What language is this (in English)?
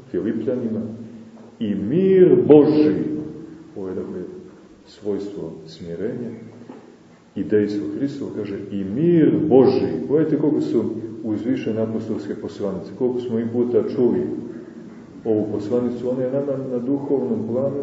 Serbian